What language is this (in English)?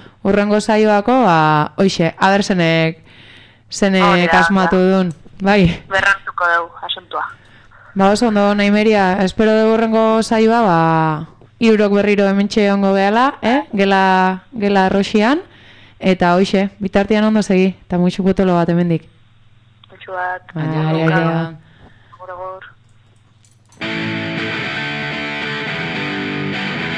Basque